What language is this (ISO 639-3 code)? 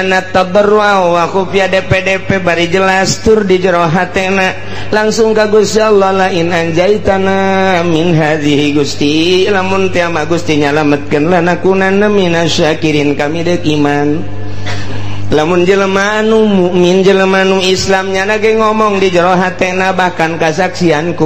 sun